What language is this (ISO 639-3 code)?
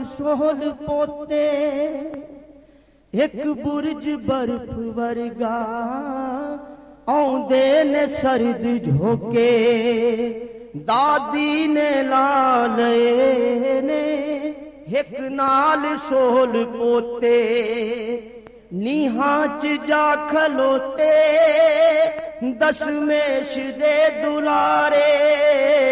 pan